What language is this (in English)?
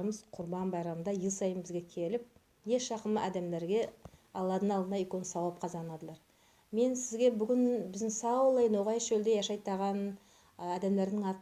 Nogai